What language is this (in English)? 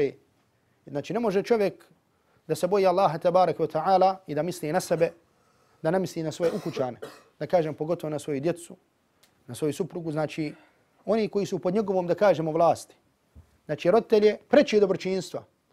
Bosnian